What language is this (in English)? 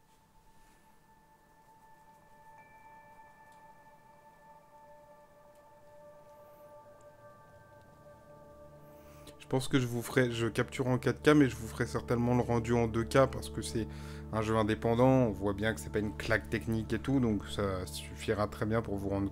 French